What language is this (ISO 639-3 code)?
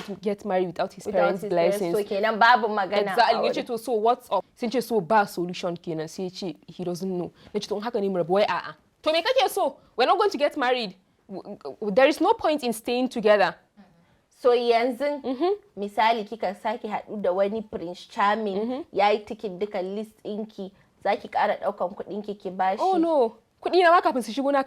hau